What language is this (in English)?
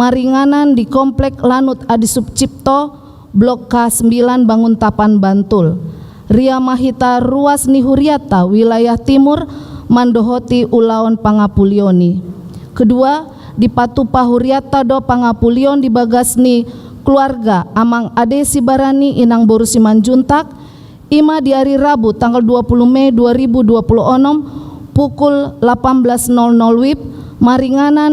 Batak Toba